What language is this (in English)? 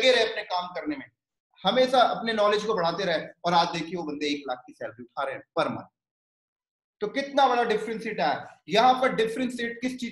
Hindi